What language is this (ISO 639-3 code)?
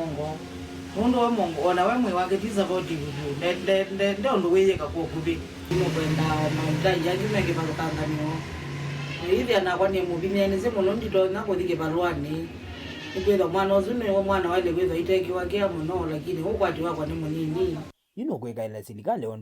kam